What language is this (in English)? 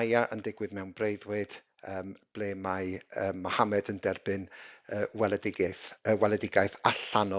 Welsh